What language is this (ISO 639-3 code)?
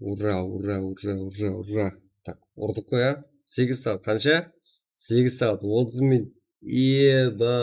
kaa